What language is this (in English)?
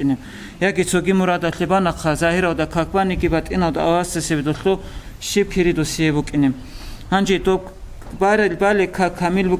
Avaric